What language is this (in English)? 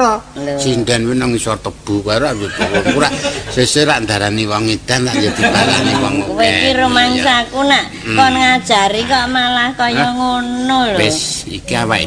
Javanese